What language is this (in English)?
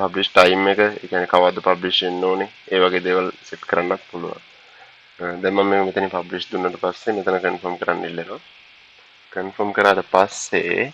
Sinhala